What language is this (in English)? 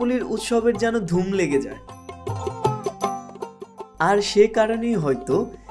Bangla